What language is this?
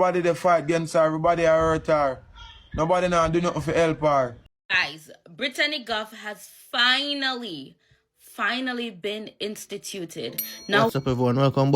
Jamaican Creole English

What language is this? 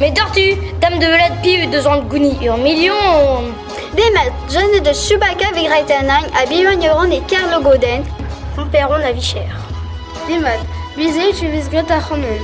Breton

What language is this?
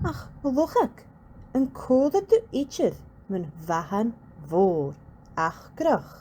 Scottish Gaelic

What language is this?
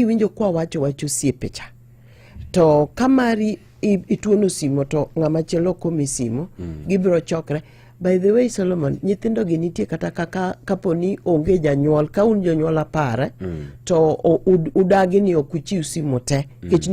Luo (Kenya and Tanzania)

